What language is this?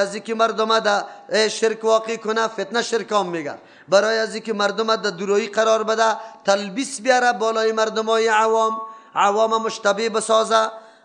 Persian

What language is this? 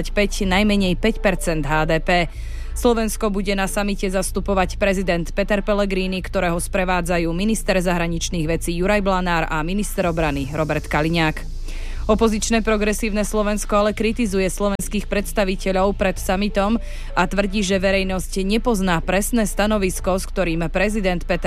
Slovak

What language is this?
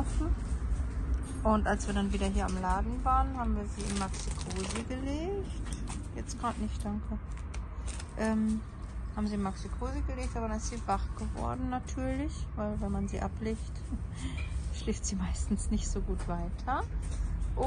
German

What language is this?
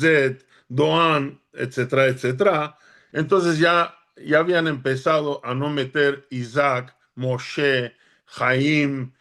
Ladino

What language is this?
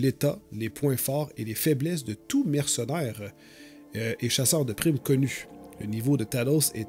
French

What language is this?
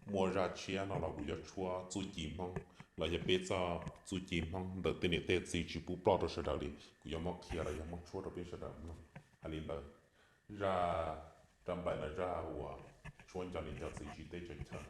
Hmong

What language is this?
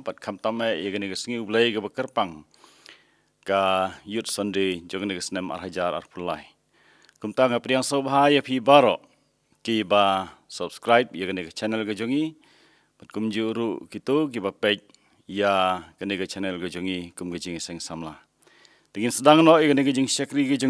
Khasi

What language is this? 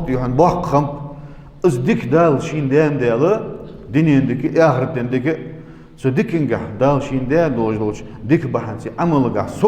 Ingush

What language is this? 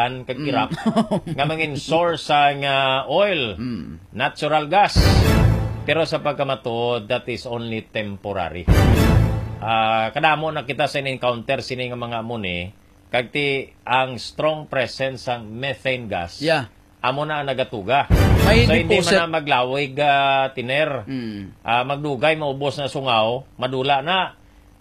Hiligaynon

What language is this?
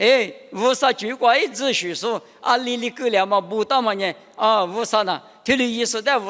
Lisu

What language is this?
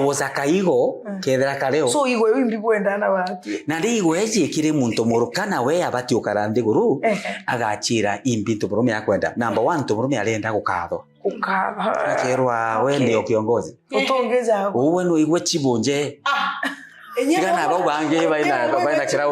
Meru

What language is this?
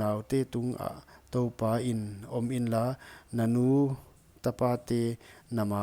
Paite Chin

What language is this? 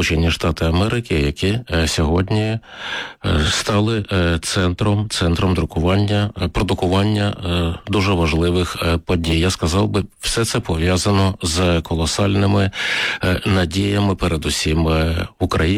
Ukrainian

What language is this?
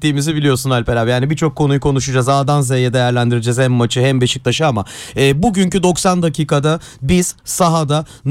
Turkish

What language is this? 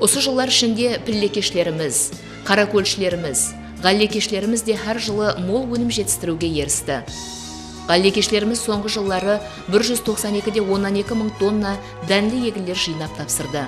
Kara-Kalpak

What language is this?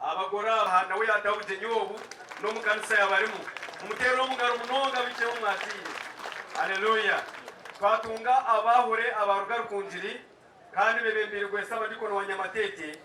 Nyankole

